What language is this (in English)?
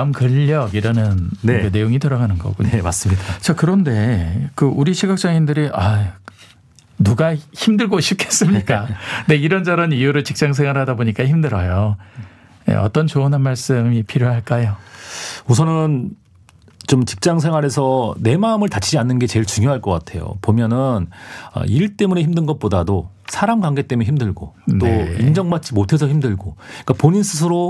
Korean